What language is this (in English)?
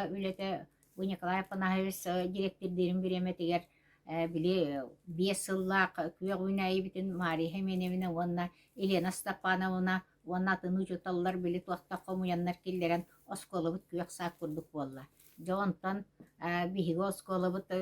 Yakut